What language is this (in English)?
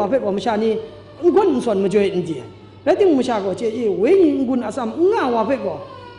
Kachin